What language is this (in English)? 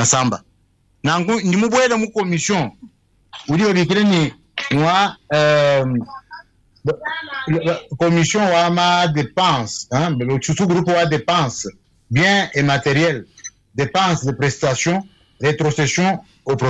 Luba-Lulua